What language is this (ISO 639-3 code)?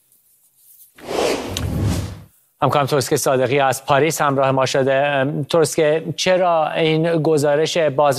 fas